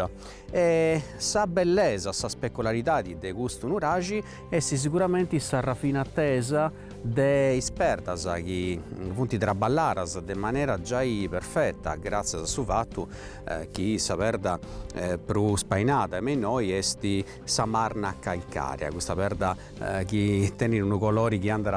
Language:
Sardinian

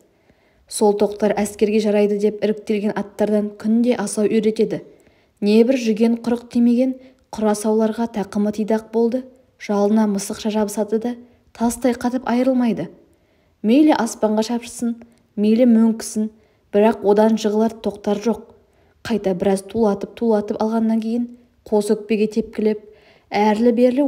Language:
Kazakh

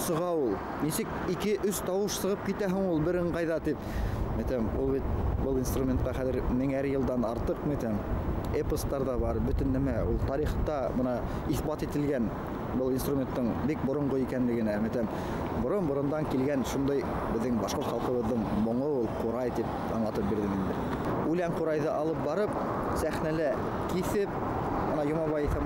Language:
Bashkir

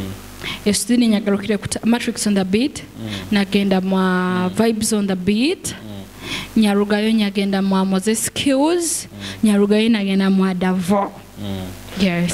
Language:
Nyoro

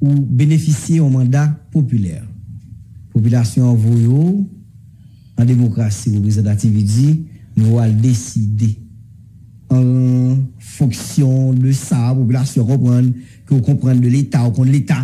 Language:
Haitian Creole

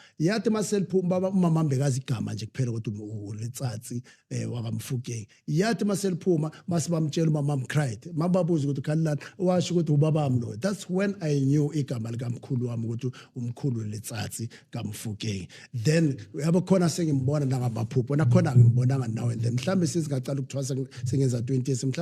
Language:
Zulu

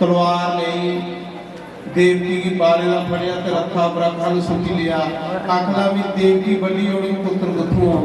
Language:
Dogri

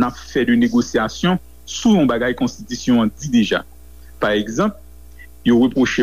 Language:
Haitian Creole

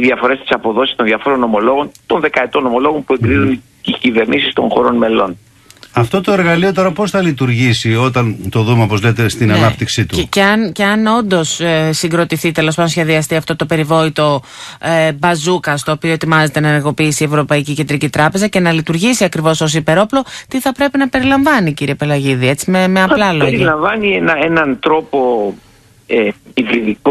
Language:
Greek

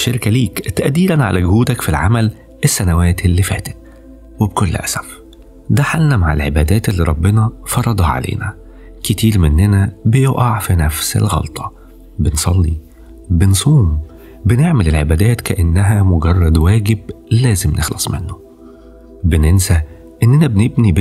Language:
Egyptian Arabic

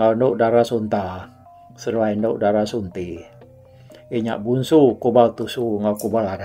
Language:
Iban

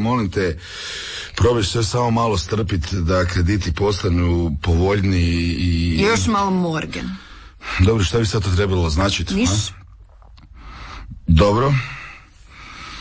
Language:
Croatian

